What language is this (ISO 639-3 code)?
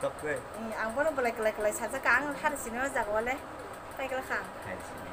trp